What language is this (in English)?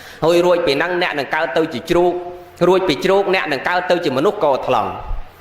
Khmer